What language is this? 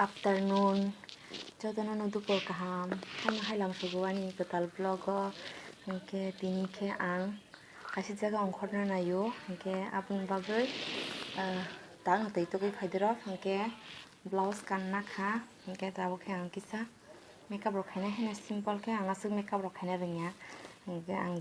Kok Borok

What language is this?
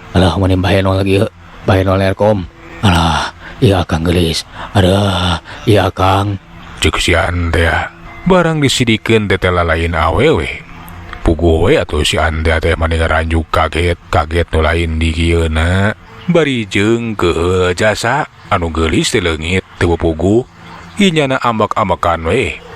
Sundanese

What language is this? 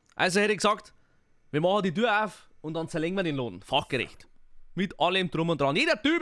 Bavarian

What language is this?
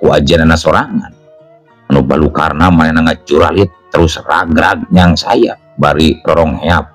Sundanese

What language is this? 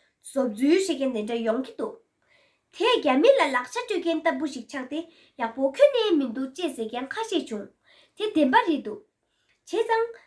Tibetan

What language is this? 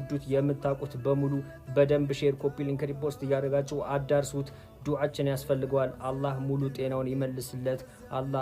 Amharic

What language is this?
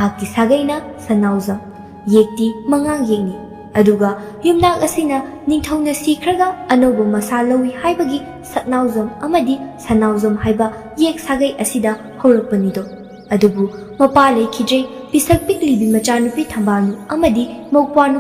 Manipuri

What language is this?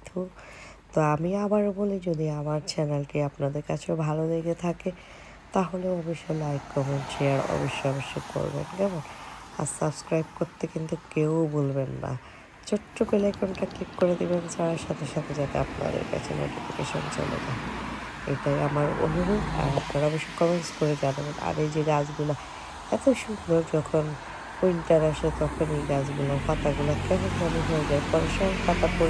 Bangla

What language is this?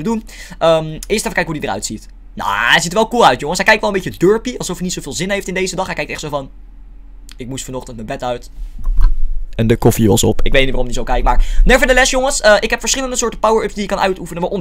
Dutch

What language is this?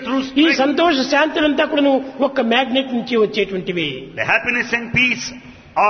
Telugu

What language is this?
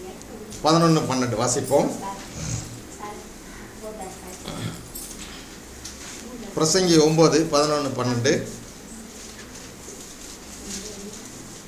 Tamil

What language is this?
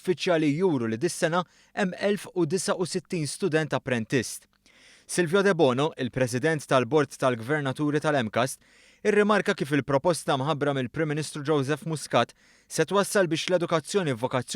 Maltese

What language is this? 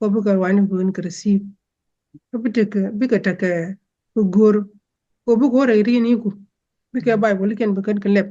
Nuer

